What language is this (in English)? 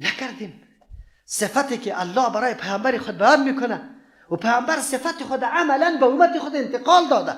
Persian